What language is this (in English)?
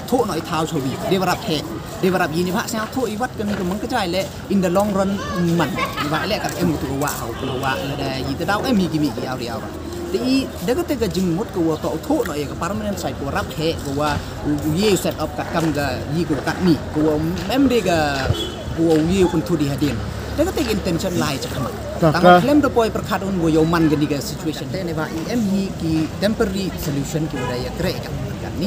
Pnar